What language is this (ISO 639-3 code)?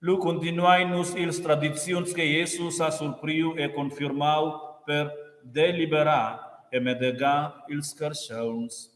roh